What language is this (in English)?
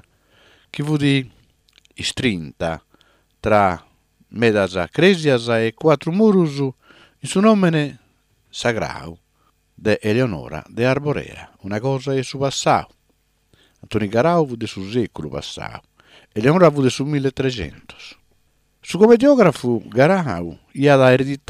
Sardinian